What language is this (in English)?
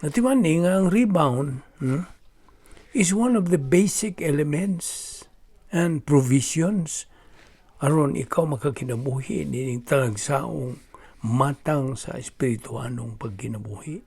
Cebuano